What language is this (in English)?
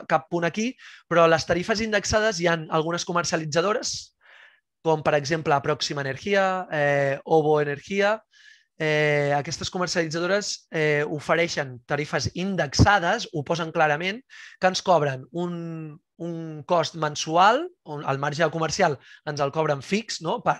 Catalan